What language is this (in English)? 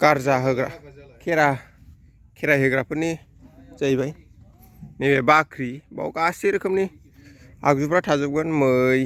Bodo